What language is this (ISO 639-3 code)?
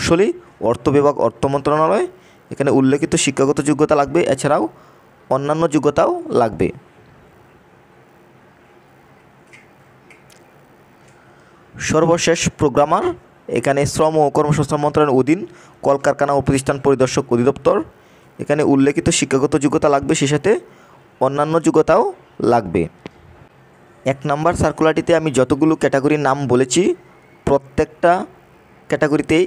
ben